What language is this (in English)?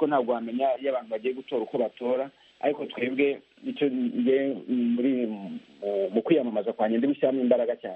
Kinyarwanda